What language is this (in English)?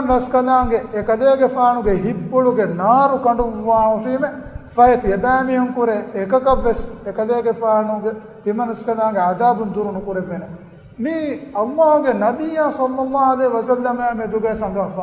Divehi